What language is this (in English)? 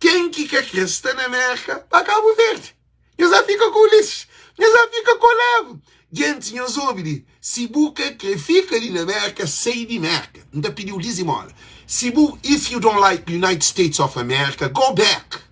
Kabuverdianu